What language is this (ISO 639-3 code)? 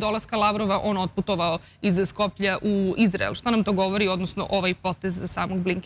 srp